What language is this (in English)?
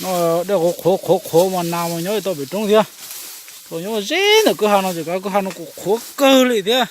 Hmong